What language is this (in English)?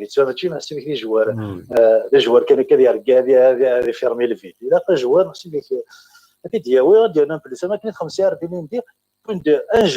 Kabyle